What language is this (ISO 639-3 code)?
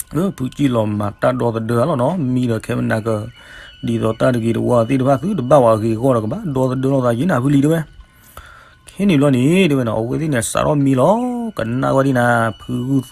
ksw